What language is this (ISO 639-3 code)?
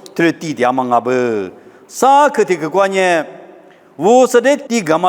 lis